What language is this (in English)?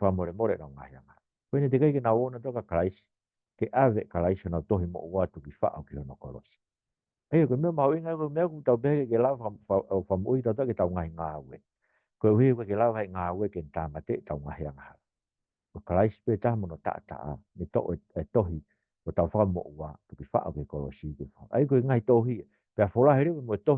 Tongan